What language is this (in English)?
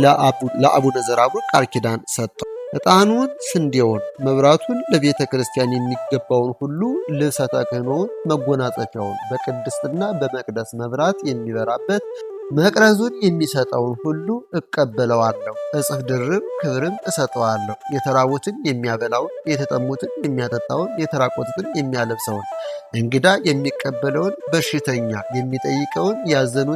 Amharic